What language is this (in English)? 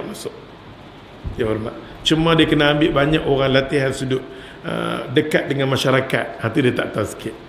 Malay